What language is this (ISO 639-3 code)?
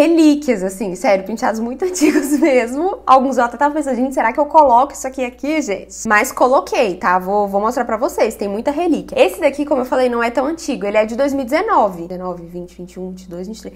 por